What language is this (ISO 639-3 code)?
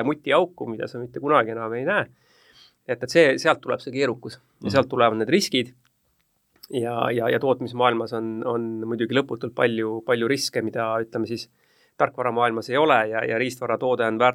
est